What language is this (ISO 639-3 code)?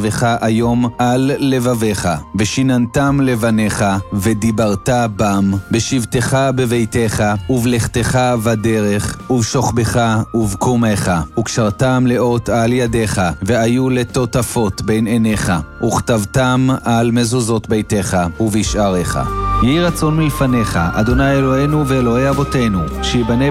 heb